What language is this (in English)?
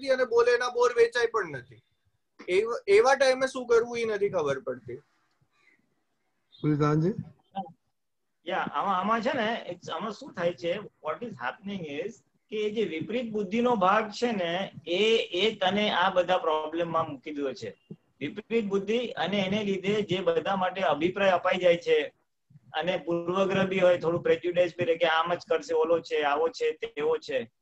Gujarati